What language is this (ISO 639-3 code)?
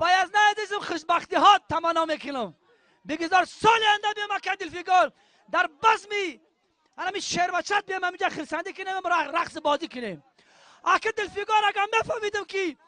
tgk